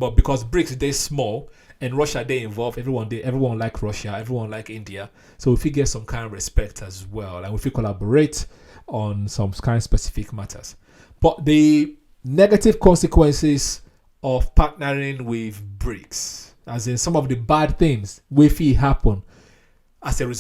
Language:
Nigerian Pidgin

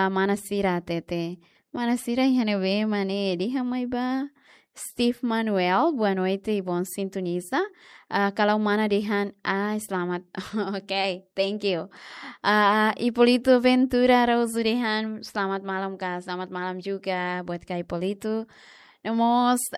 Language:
Tetum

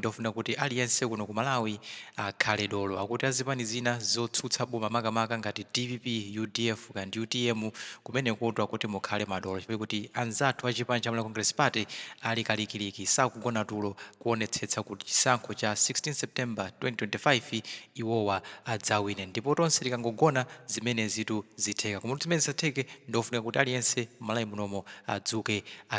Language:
Nyanja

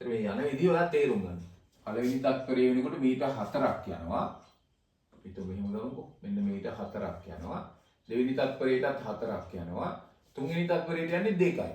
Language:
Sinhala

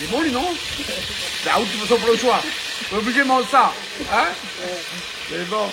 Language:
Réunion Creole French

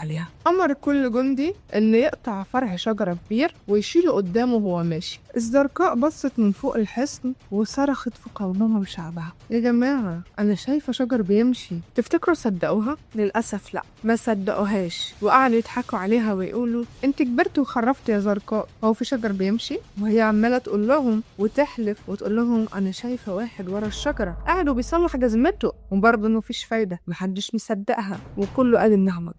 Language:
Egyptian Arabic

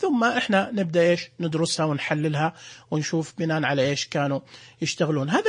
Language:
Najdi Arabic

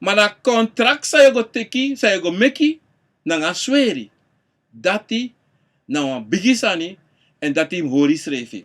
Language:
Sranan Tongo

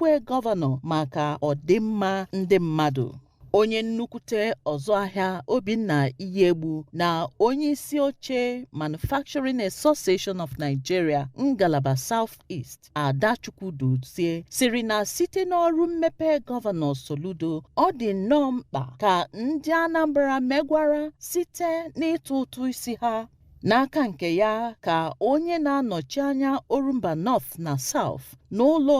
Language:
Igbo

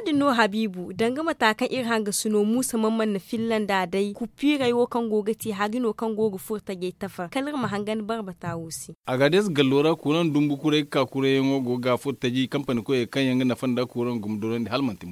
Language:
Zarma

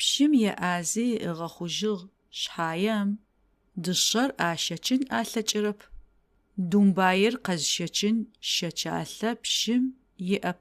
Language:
Adyghe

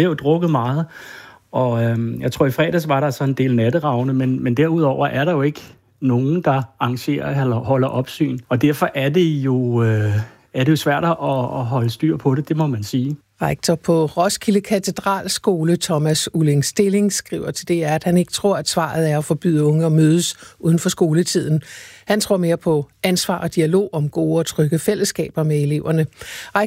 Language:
Danish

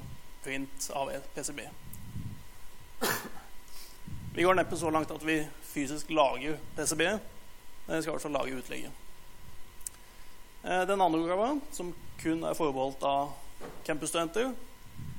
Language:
Norwegian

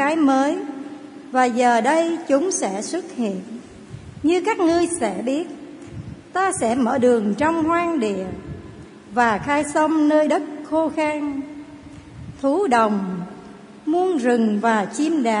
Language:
Vietnamese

